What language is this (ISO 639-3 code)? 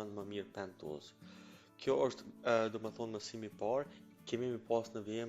sqi